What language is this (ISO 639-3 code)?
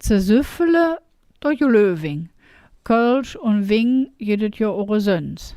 ksh